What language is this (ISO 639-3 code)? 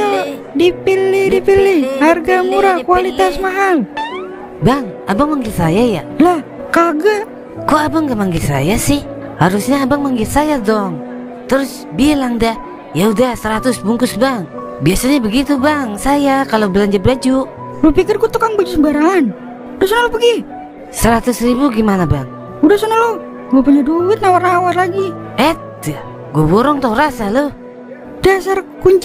bew